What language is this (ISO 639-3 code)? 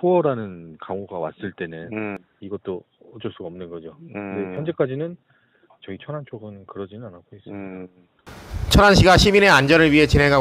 kor